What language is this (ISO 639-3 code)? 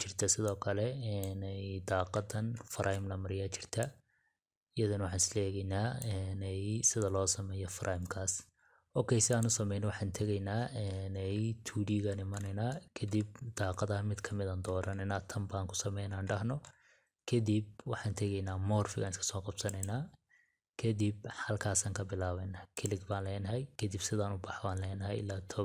som